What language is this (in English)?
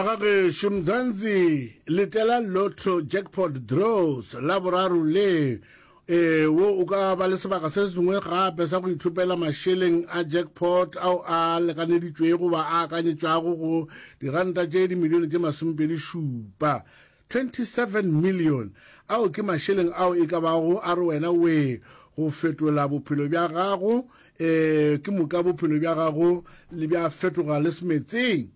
Northern Sotho